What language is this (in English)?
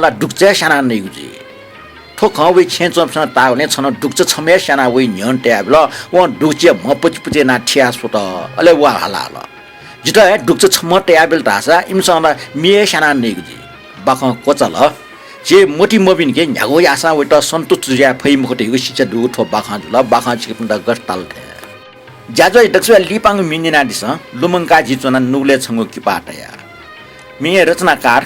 Newari